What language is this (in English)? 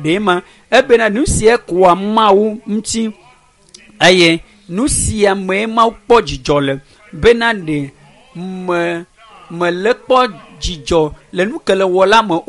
Ewe